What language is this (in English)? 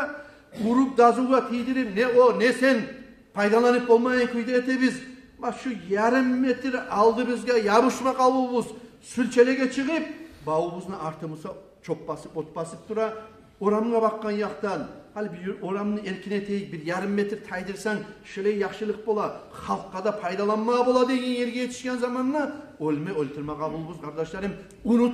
Kumyk